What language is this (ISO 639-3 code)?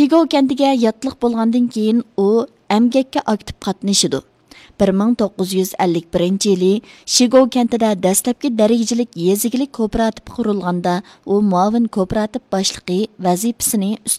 uig